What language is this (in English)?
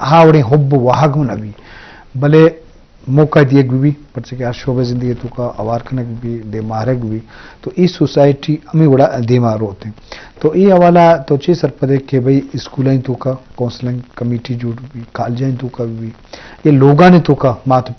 Eastern Balochi